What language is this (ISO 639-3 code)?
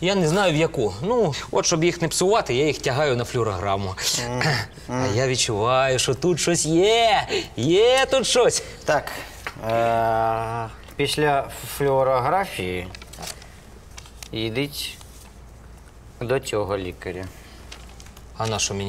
ukr